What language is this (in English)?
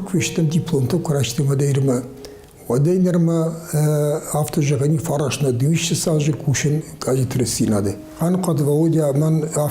Ossetic